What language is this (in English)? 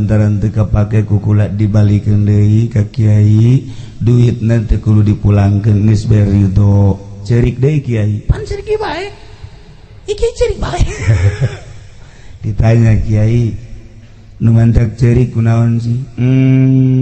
Sundanese